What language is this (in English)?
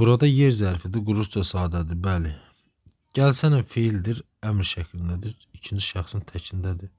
Azerbaijani